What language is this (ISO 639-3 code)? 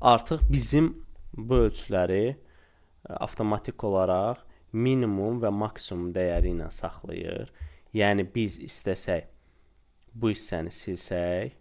aze